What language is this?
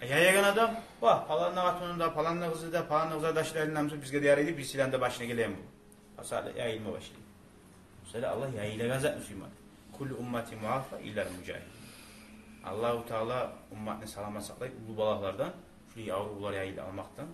Kumyk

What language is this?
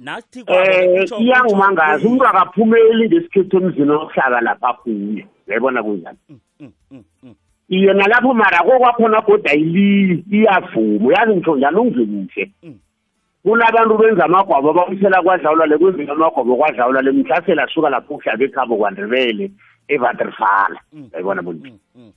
South Ndebele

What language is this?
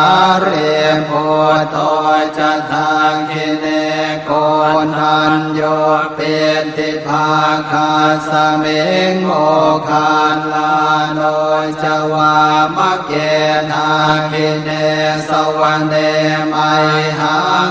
Pali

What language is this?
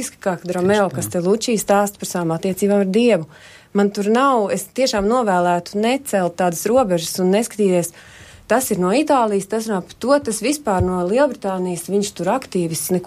Latvian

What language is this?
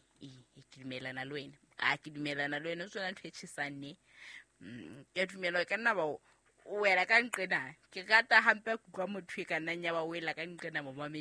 Southern Sotho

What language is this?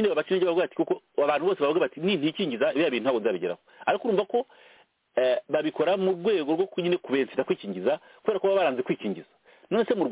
Kinyarwanda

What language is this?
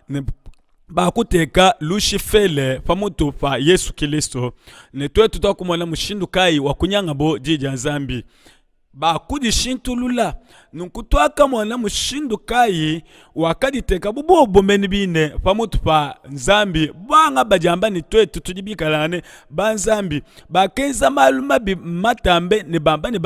Luba-Lulua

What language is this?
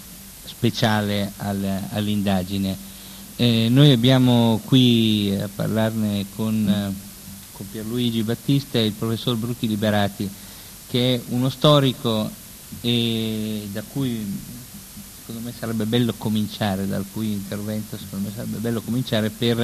Italian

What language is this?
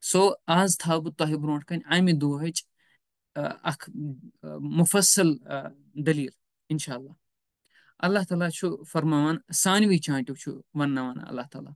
Kashmiri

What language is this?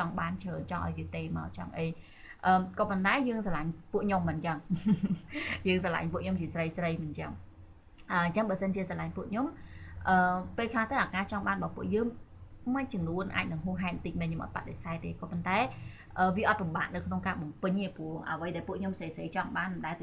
Khmer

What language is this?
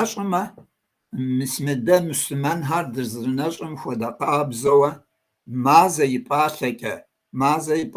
Kabardian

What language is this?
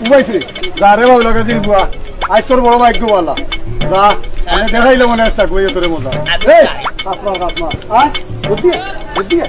Sylheti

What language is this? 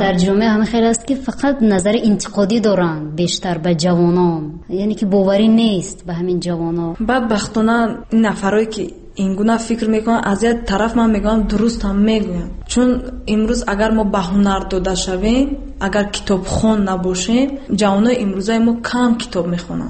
Tajik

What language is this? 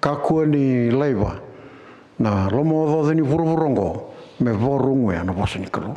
Fijian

